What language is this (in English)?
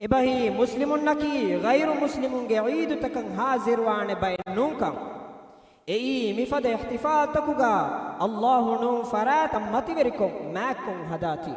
Divehi